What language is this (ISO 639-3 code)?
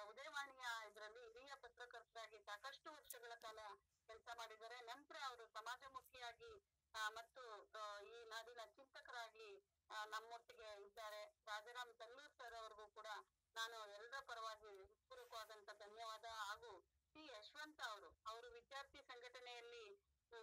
kan